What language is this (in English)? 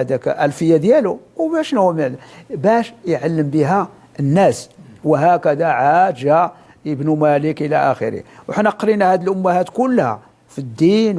Moroccan Arabic